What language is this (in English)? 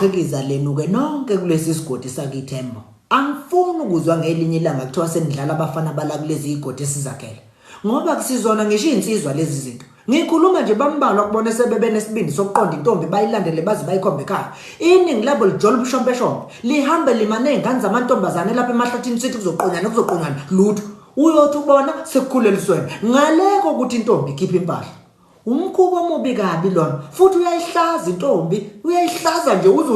Zulu